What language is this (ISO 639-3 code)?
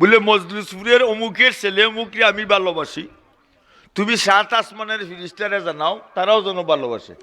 syl